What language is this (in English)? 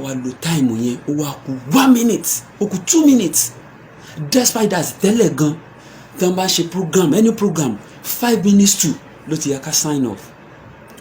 Yoruba